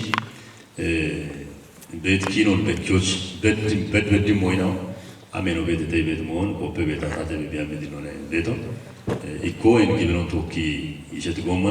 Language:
Kafa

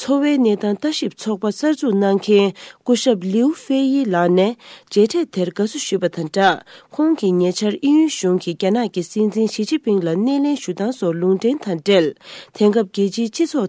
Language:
Tibetan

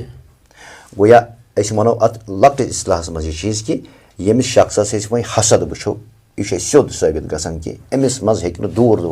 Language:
Kashmiri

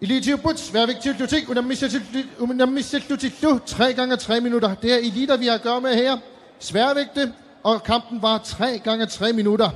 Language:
Kalaallisut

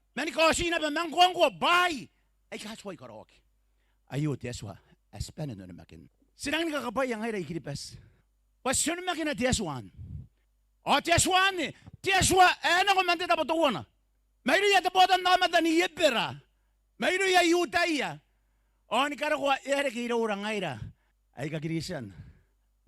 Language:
Gilbertese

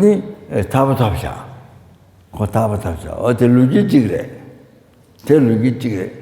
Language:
Tibetan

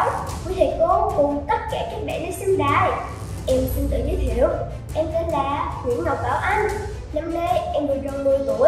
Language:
Vietnamese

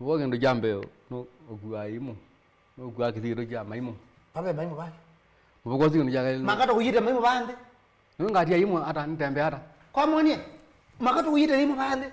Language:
Kamba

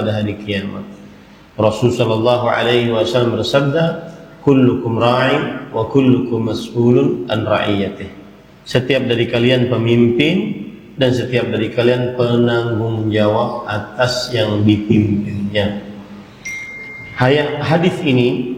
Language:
Indonesian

